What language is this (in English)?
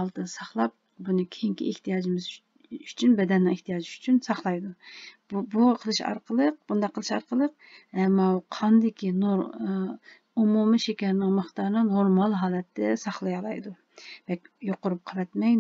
Uyghur